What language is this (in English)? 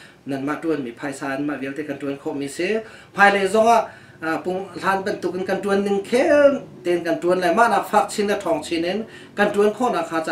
Hakha Chin